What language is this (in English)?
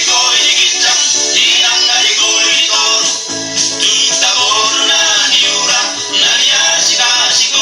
Batak Toba